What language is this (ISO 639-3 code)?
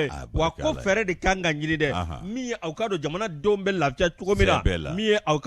bam